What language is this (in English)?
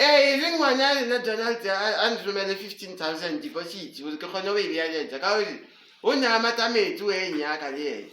Northern Sotho